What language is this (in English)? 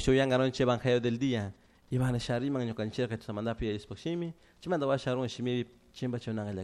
Chimborazo Highland Quichua